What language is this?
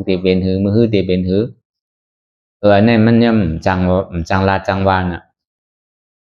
Shan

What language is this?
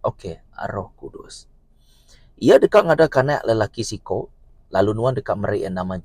Iban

